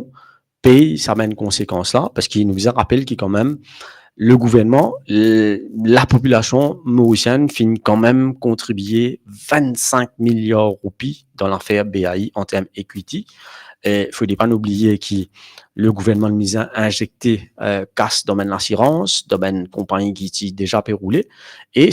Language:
Morisyen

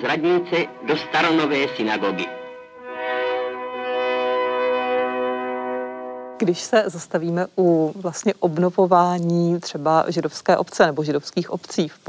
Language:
Czech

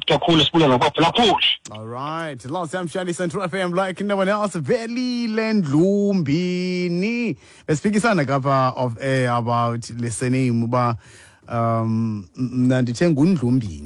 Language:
Xhosa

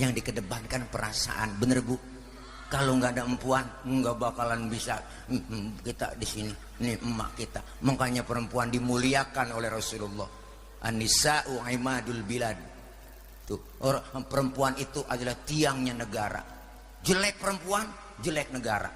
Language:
Betawi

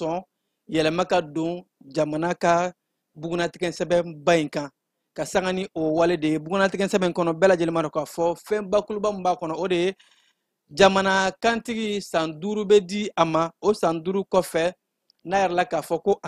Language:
Bambara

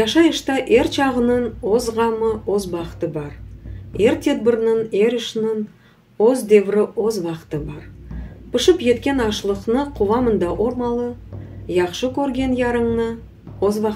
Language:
Crimean Tatar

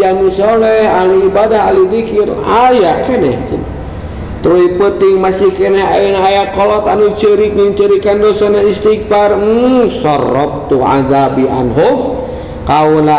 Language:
Sundanese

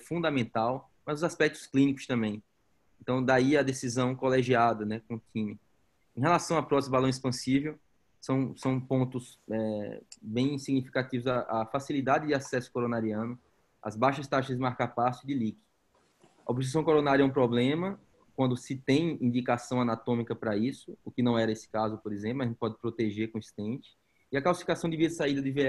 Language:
Portuguese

